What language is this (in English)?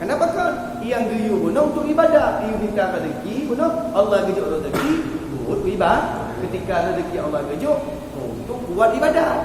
Achinese